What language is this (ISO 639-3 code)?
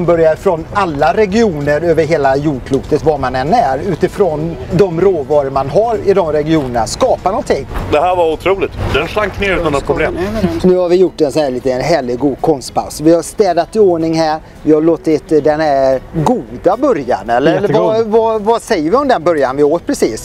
swe